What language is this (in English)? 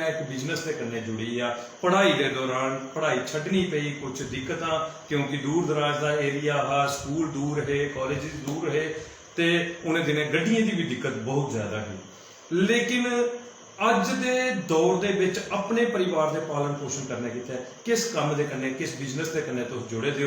Dogri